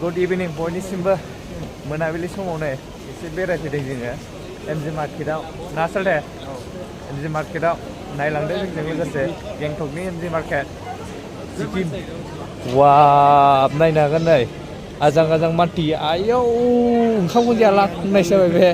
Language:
Bodo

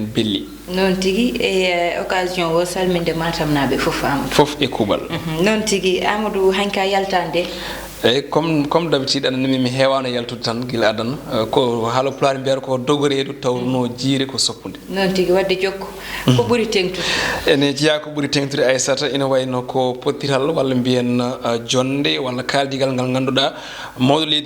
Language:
Fula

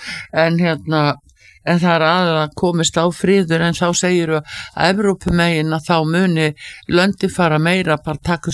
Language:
Icelandic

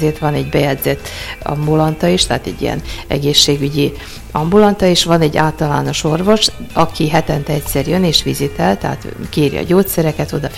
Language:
Hungarian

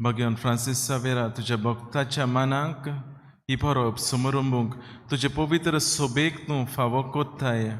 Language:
Konkani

